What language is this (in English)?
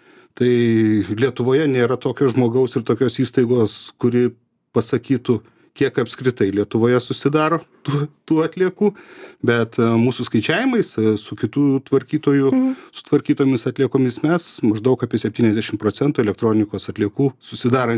Lithuanian